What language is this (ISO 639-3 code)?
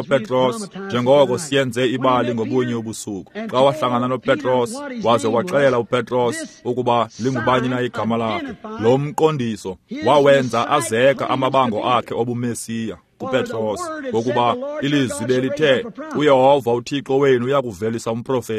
xho